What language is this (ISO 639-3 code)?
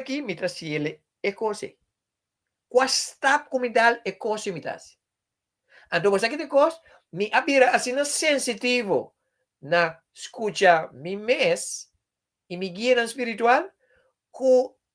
pap